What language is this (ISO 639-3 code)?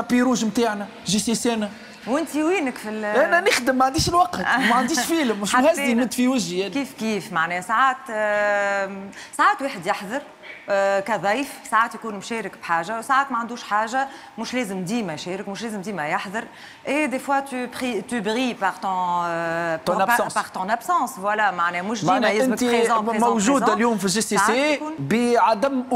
aeb